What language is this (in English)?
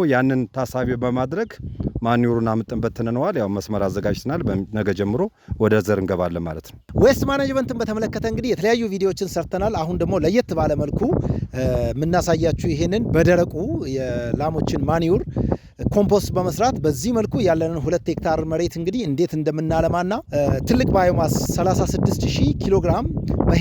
Amharic